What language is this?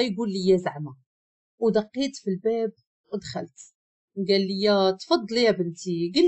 Moroccan Arabic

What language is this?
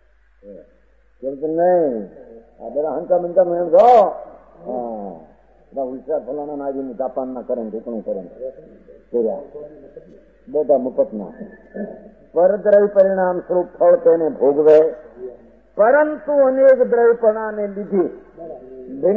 Gujarati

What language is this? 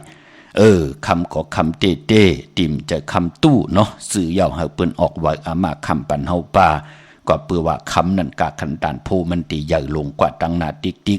Shan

